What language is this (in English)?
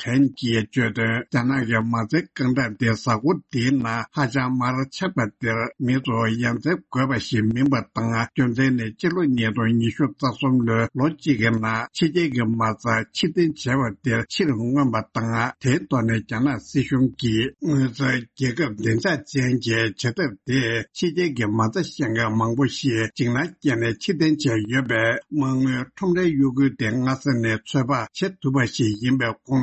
Tibetan